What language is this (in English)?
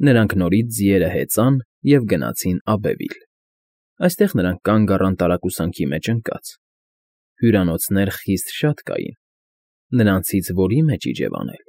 Armenian